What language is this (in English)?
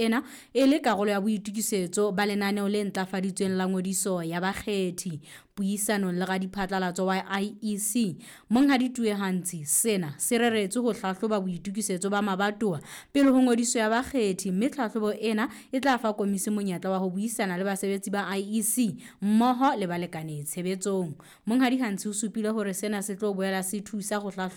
Southern Sotho